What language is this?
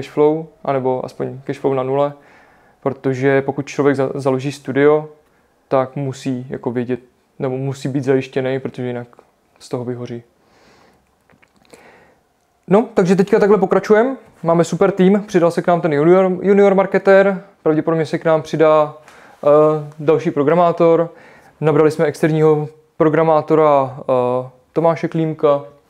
Czech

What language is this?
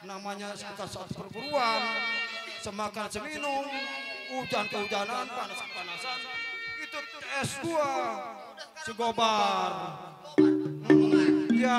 Betawi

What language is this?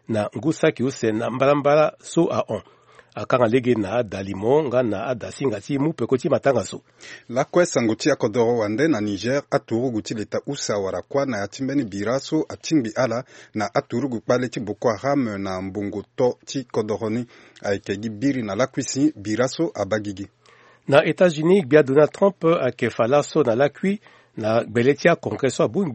Sango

